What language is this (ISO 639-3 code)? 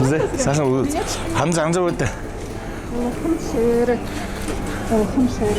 bua